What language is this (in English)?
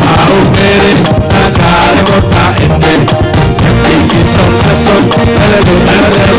Batak Simalungun